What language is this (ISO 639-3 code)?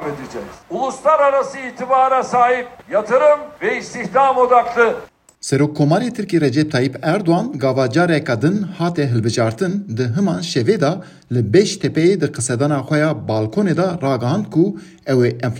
kur